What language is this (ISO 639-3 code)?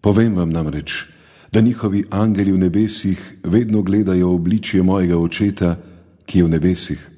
slv